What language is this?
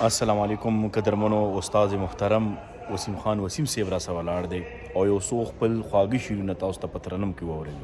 Pashto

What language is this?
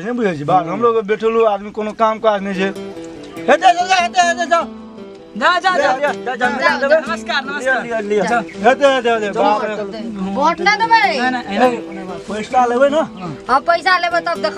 Maithili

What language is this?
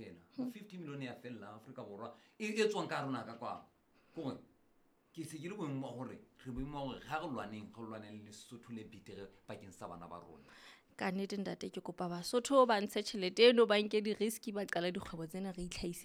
Southern Sotho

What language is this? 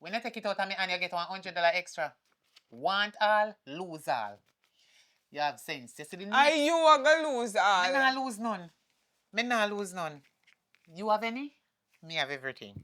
Jamaican Creole English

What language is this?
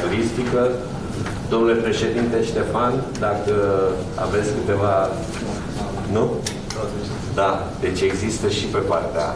Romanian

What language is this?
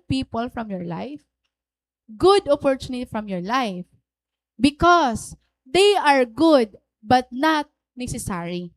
Waray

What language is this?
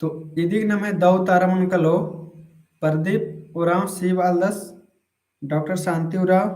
Kurukh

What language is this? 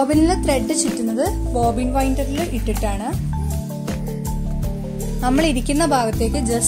Malayalam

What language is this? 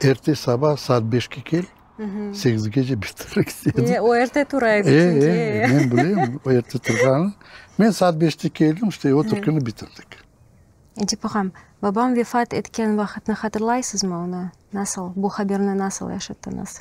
Crimean Tatar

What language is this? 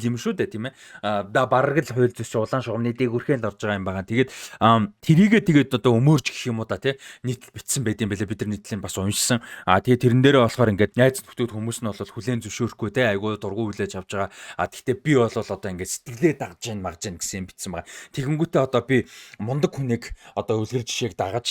Mongolian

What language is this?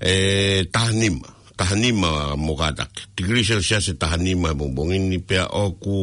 Tongan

